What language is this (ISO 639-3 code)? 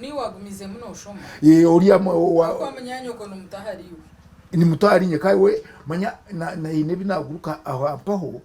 nyn